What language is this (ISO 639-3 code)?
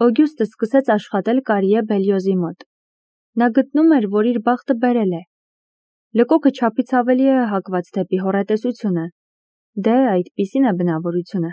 hye